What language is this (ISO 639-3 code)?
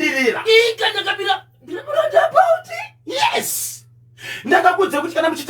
sna